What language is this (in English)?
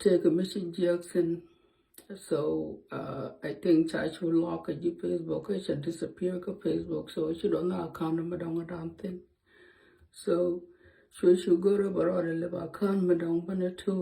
Nuer